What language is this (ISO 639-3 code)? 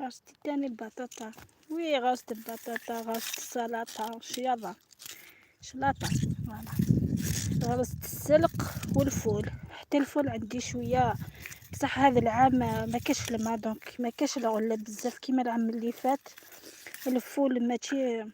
arq